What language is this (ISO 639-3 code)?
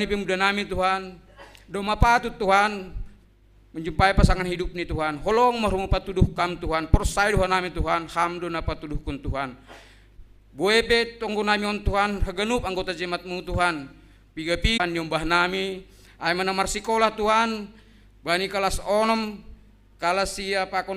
bts